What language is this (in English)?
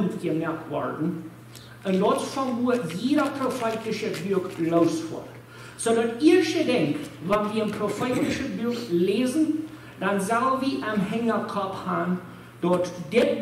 Plautdietsch